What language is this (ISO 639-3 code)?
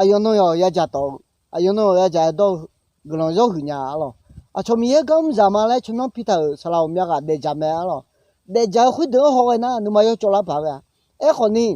ahk